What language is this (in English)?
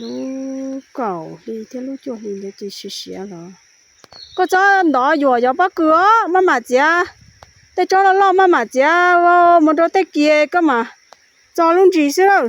Hmong